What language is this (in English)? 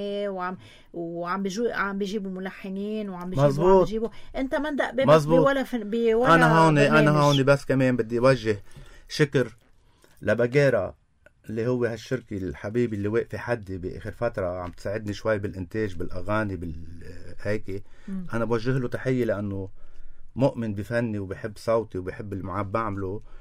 North Levantine Arabic